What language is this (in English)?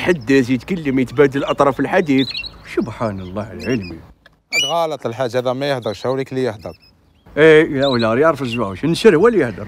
Algerian Arabic